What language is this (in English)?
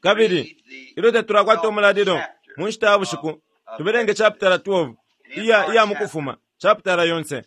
Bemba